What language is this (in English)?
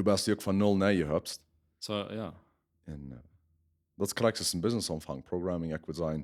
Plautdietsch